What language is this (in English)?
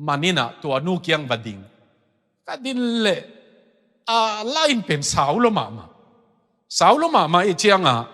Tedim Chin